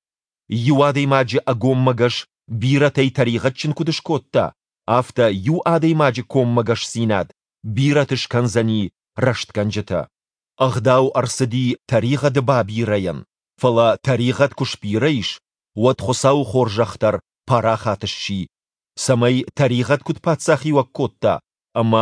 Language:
Ossetic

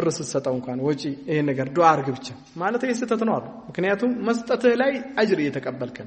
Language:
Amharic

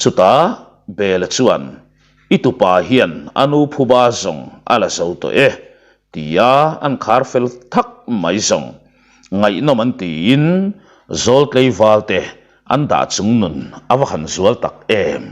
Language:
Mizo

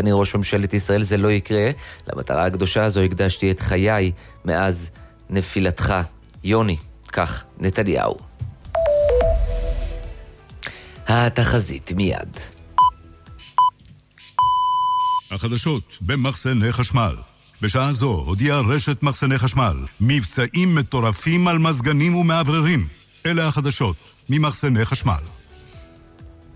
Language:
Hebrew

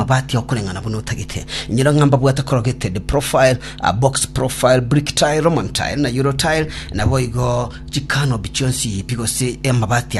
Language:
Gusii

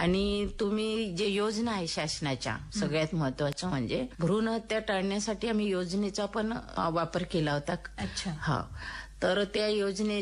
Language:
Marathi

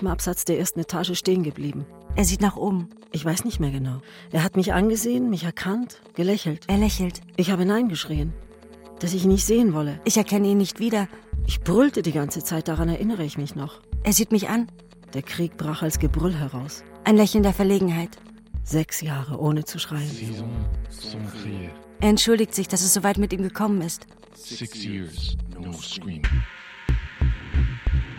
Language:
German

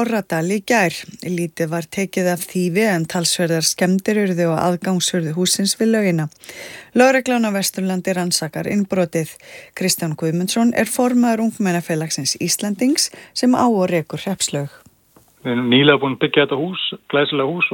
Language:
Icelandic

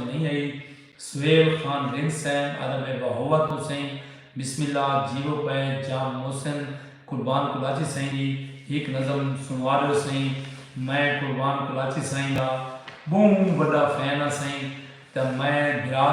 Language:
Saraiki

